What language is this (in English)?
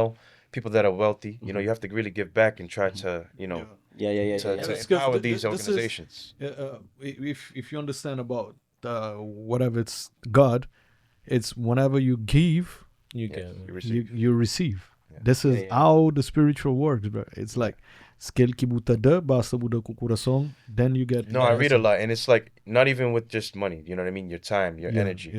Kabuverdianu